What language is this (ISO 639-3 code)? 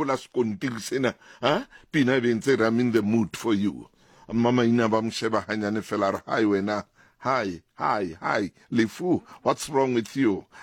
sot